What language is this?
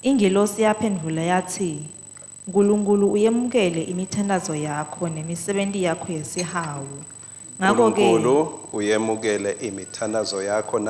Swati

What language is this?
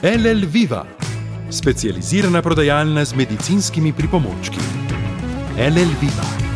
Slovenian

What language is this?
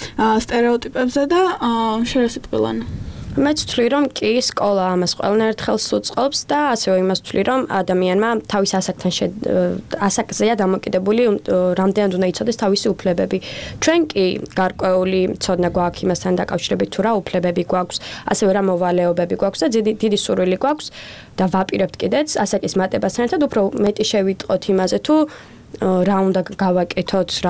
Georgian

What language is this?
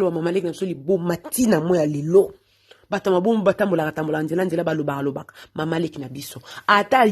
Lingala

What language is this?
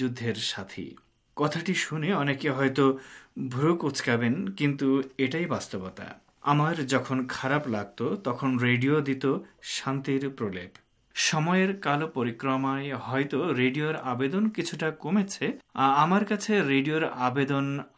Bangla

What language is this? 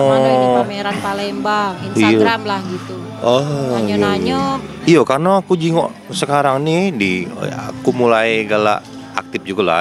Musi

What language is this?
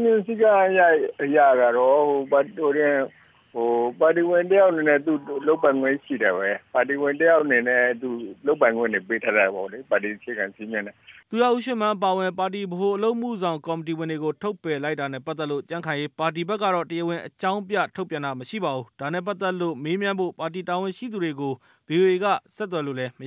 Burmese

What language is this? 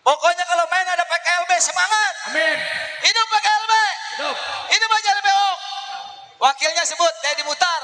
Betawi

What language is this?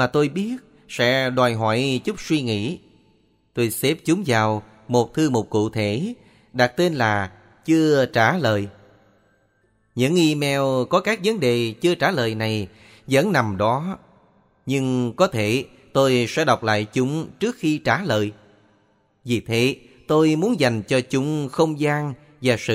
Vietnamese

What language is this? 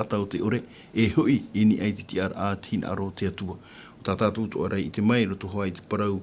Tahitian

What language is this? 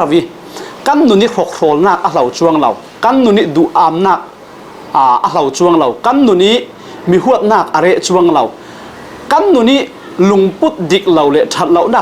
Falam Chin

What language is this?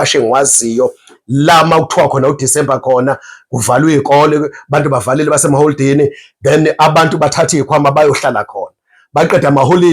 Zulu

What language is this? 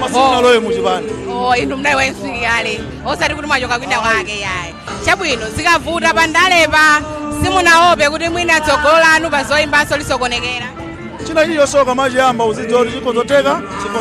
Nyanja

